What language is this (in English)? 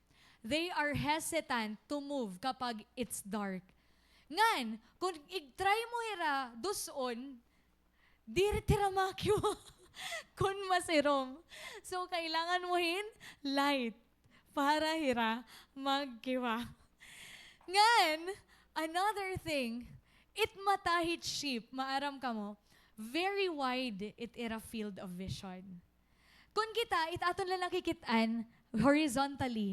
Waray